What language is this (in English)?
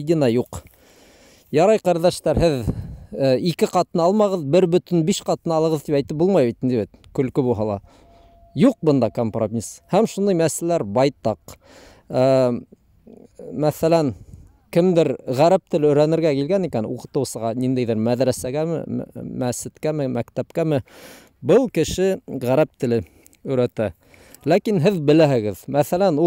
Bashkir